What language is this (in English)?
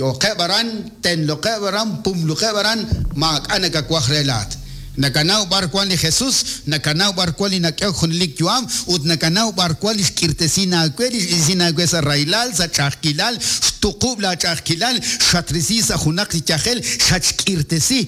Kekchí